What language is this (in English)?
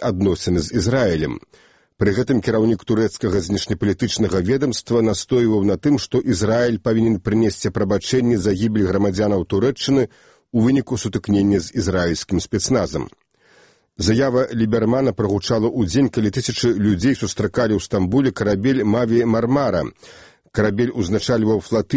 Belarusian